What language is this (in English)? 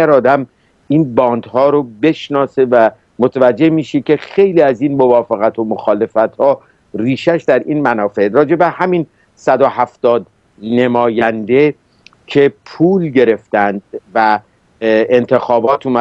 Persian